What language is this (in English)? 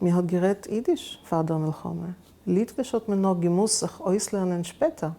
Yiddish